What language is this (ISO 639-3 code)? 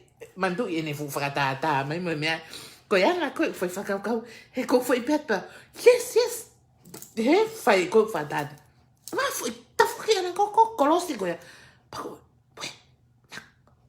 ton